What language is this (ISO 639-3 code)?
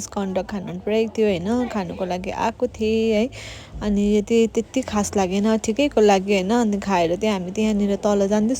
nep